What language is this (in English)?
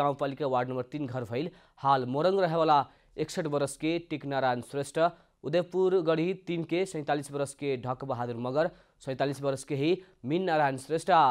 Bhojpuri